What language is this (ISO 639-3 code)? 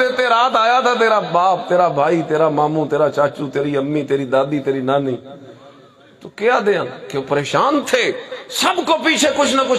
urd